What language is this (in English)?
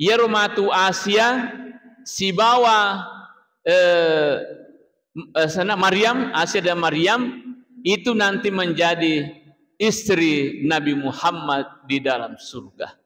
Buginese